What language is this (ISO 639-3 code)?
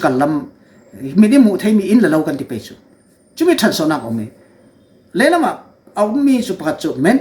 cfm